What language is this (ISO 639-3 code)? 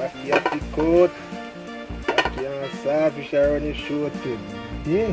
jam